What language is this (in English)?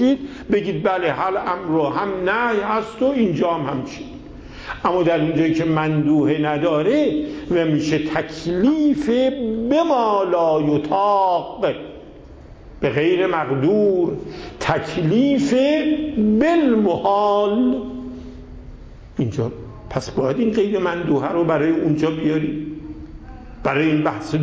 Persian